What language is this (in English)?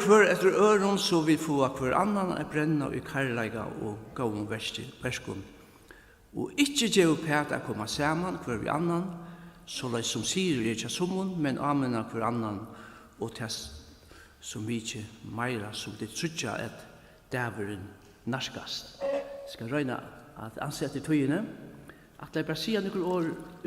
Faroese